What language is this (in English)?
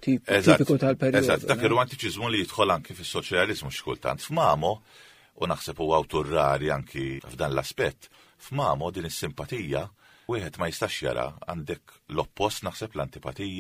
Maltese